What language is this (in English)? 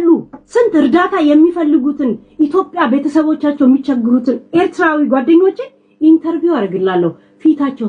Amharic